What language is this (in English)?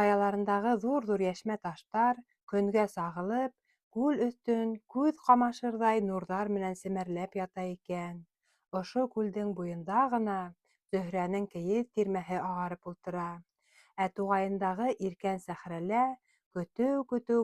Bashkir